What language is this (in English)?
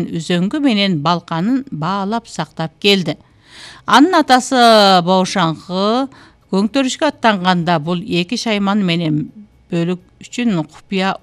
Kyrgyz